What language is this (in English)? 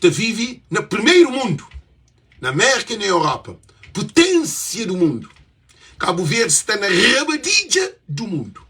Kabuverdianu